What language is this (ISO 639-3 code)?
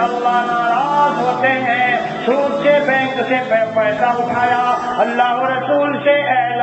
urd